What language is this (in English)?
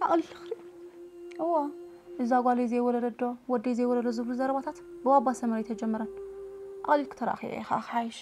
Tigrinya